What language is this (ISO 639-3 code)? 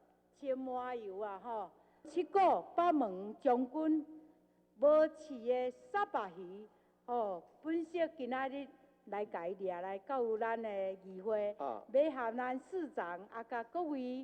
nan